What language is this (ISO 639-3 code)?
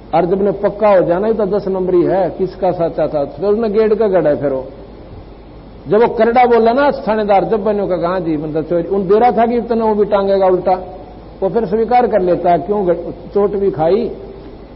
hin